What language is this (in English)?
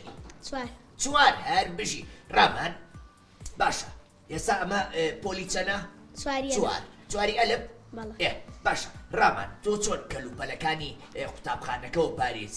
Central Kurdish